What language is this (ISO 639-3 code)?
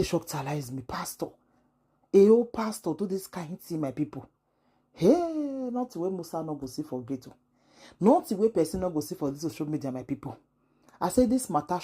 pcm